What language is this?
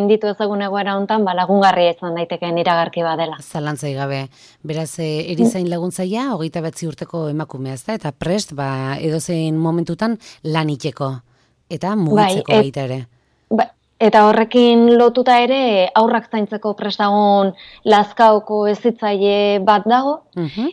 Basque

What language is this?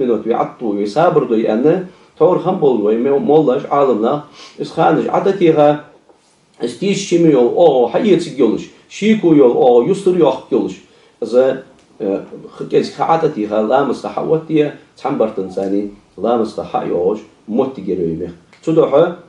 Ingush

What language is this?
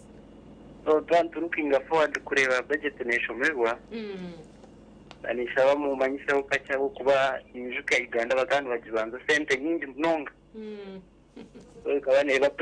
Nyankole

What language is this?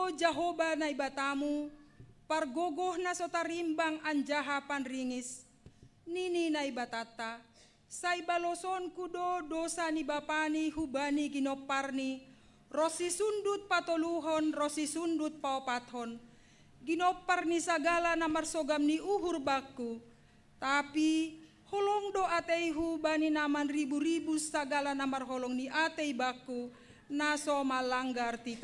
Batak Simalungun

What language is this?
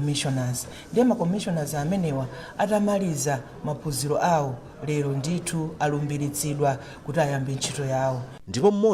Nyanja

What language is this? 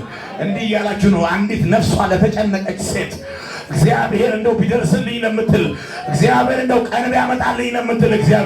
Amharic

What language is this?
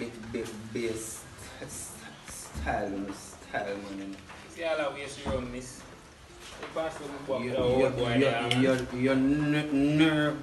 Jamaican Creole English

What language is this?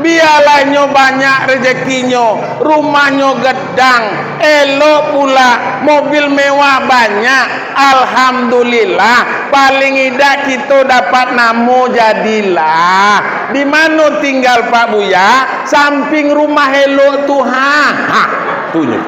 Minangkabau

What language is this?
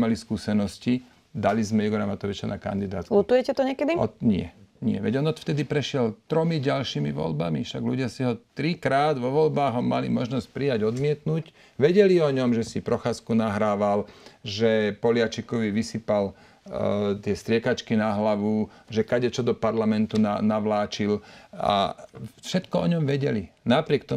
Slovak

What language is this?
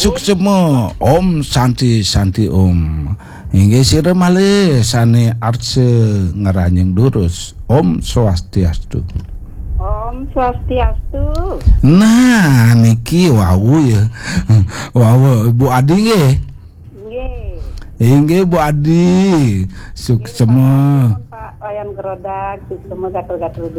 Balinese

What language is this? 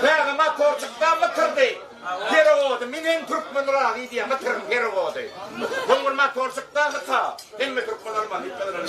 Turkmen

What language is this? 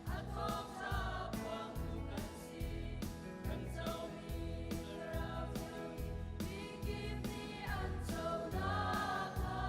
Hakha Chin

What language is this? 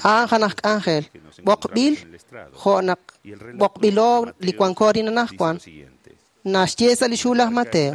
Kekchí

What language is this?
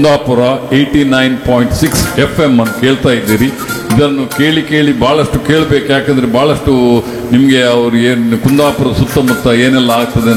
Kannada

